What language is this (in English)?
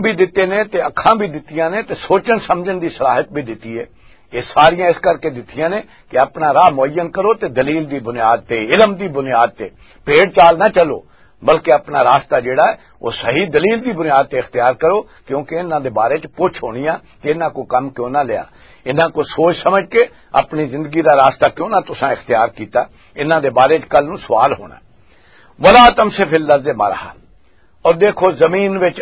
Western Panjabi